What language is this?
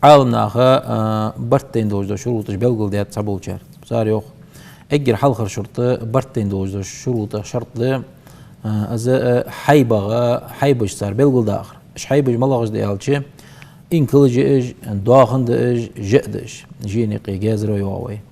Ingush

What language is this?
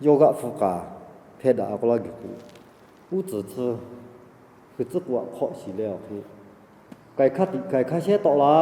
Lahu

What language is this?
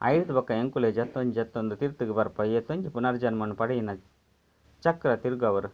Tulu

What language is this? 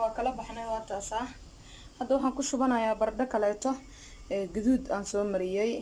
Somali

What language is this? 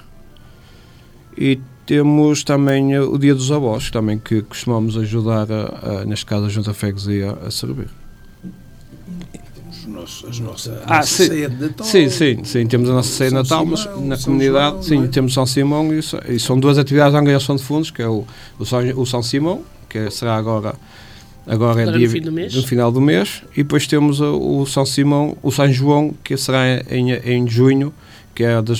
Portuguese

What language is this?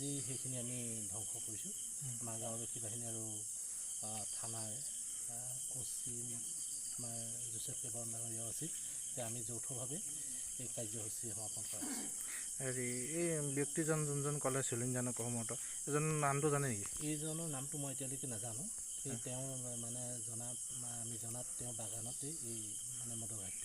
Assamese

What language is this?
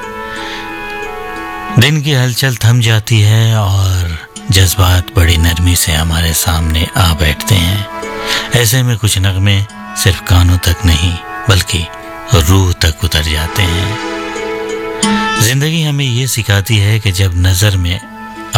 Hindi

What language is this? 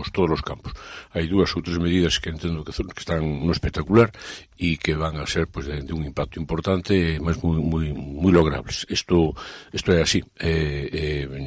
Galician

